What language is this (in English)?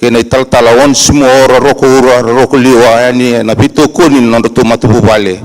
Fijian